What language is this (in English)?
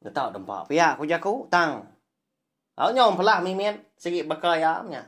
Iban